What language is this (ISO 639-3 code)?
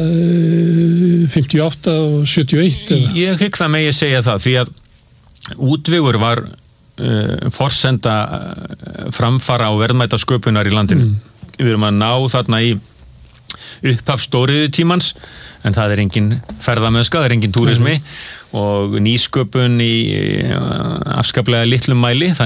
isl